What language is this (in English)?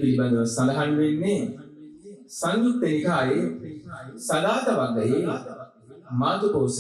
Sinhala